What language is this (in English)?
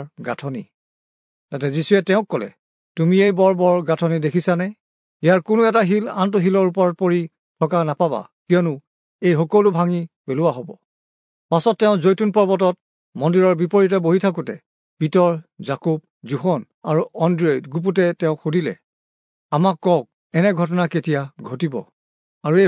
Assamese